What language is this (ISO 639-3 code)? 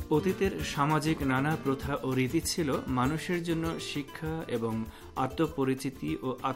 ben